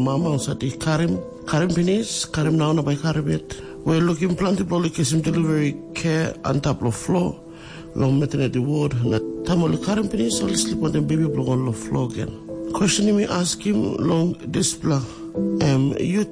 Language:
Tok Pisin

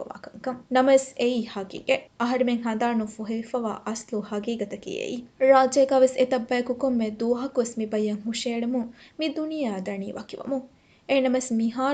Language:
Divehi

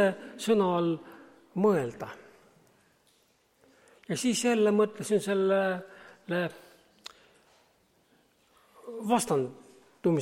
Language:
Estonian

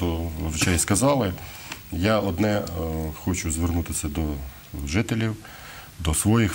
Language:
Ukrainian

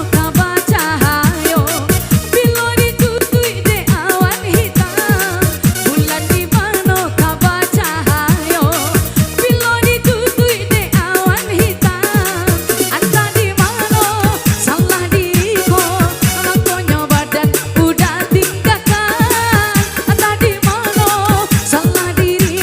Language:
Minangkabau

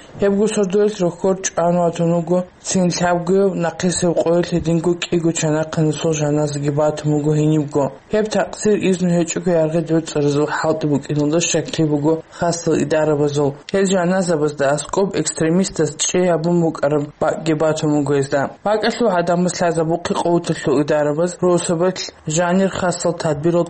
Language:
Avaric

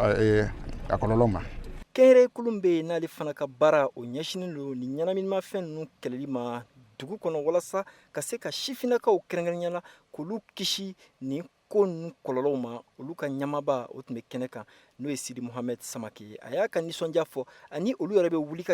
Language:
Bambara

